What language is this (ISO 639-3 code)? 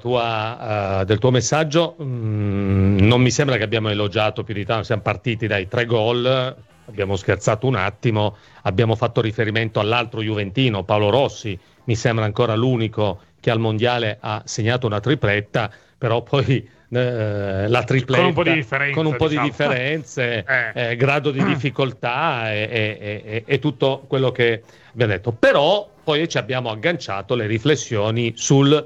ita